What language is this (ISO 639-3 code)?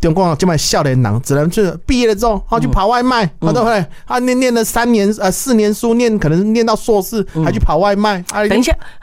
zho